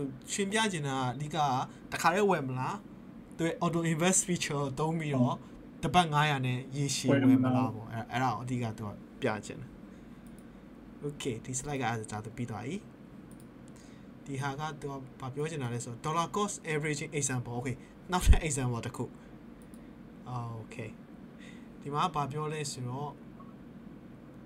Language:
Burmese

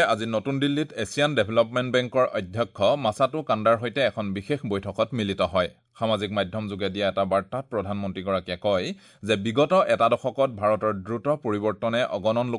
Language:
Assamese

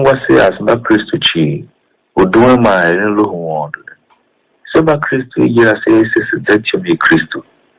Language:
Tiv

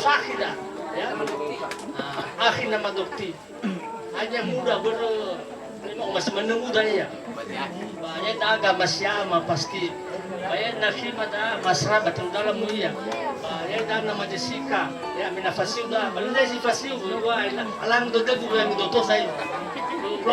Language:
Nias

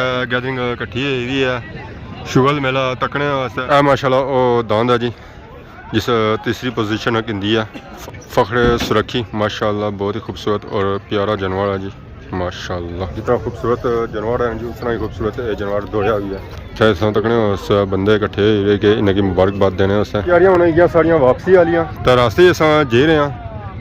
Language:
Pahari-Potwari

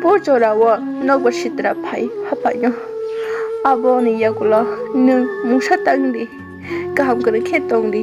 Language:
Kok Borok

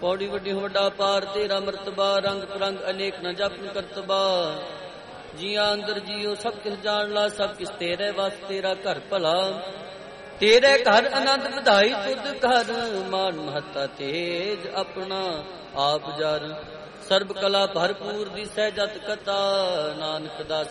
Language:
Punjabi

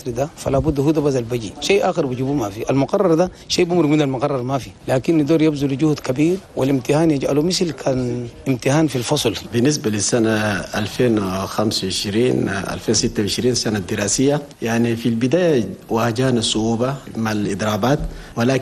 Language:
Chadian Arabic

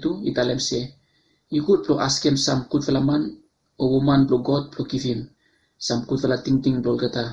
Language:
Bislama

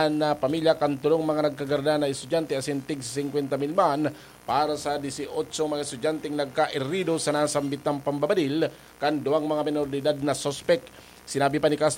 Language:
Bikol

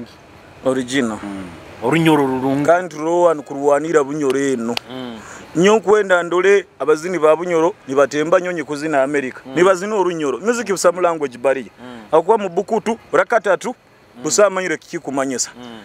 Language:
Nyoro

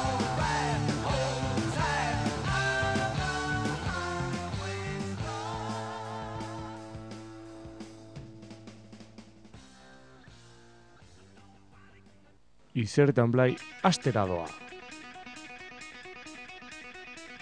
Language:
Basque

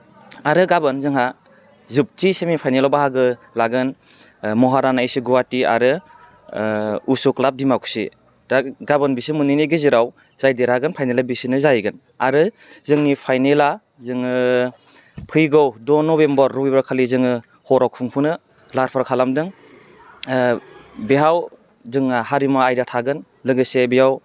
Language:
Bodo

